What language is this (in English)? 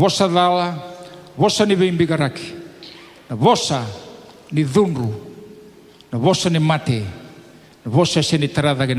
Fijian